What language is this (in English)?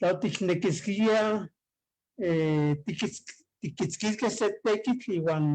Eastern Huasteca Nahuatl